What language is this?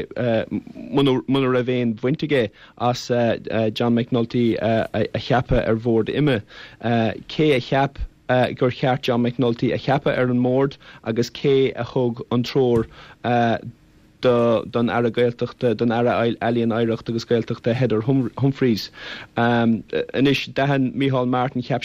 Irish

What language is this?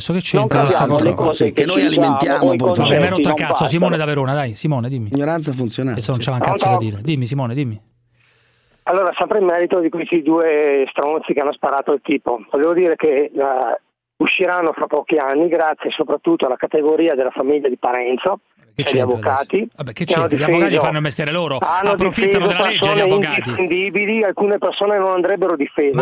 Italian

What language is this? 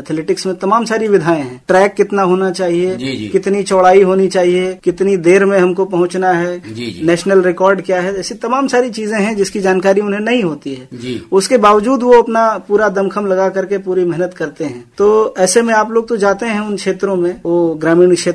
Hindi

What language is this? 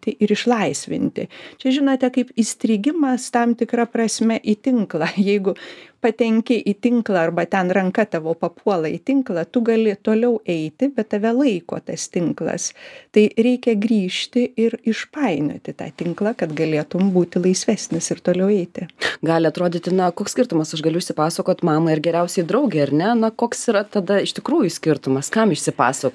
Lithuanian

